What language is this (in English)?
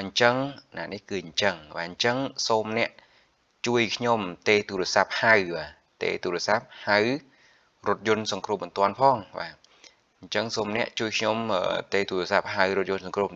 Khmer